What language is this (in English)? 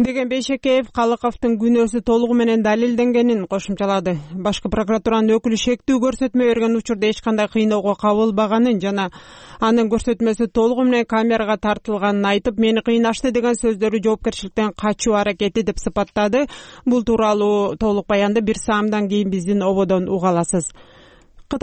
Kyrgyz